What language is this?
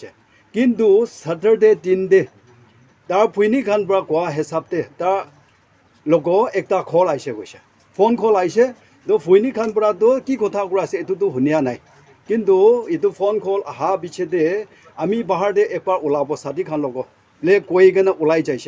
Naga Pidgin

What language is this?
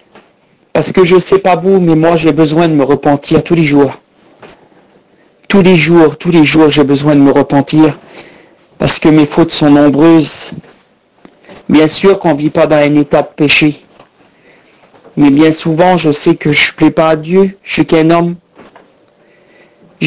French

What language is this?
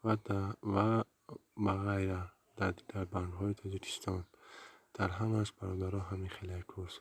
Tajik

